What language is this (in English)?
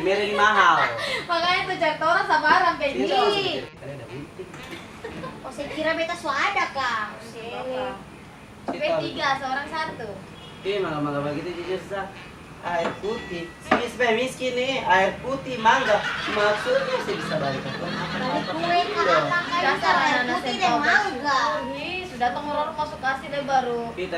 Ambonese Malay